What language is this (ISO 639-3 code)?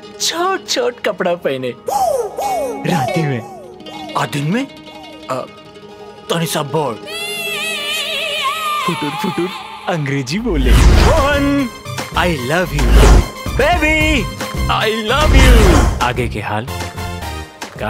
bho